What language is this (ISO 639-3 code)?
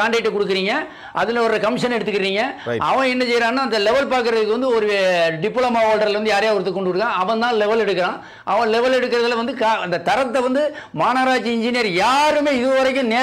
tam